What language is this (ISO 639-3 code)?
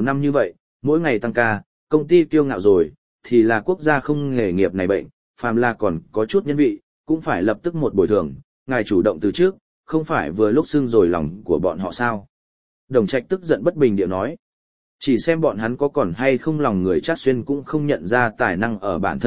vie